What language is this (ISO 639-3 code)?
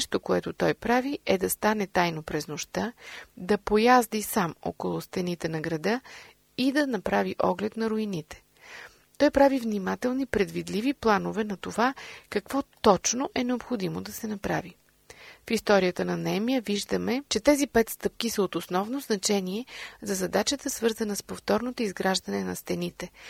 bul